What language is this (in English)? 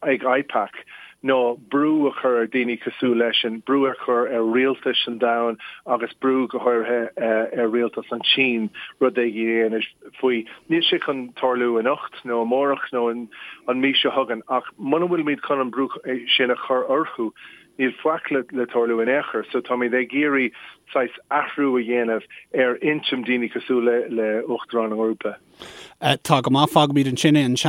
Irish